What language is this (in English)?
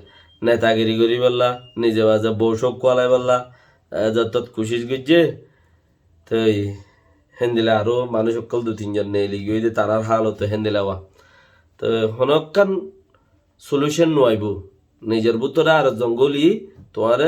Rohingya